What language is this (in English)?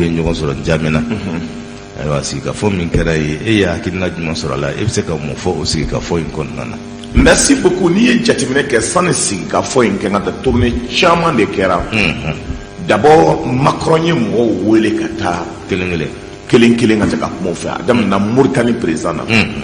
Bambara